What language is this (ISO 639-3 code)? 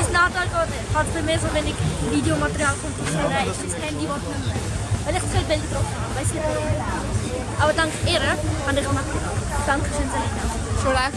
gsw